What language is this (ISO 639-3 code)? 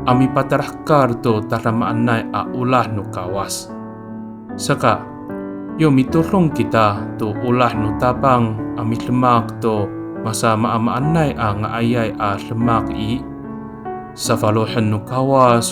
ami